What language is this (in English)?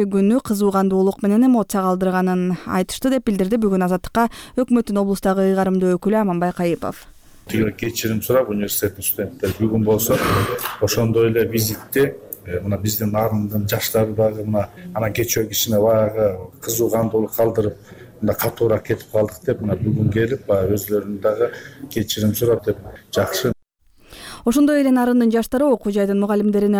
Kyrgyz